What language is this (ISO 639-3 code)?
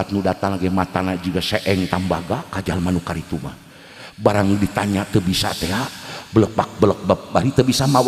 sun